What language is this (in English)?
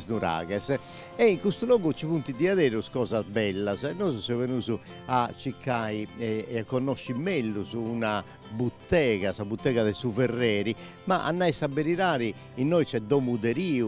Sardinian